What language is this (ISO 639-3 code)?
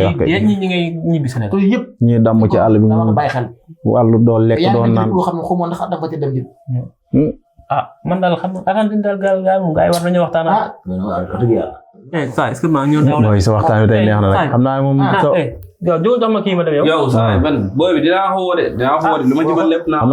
wol